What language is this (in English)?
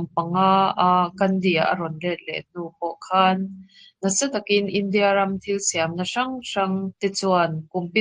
Mizo